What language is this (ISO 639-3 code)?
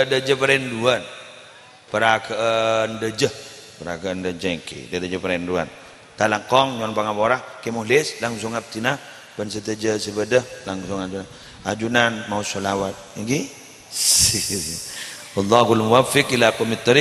mad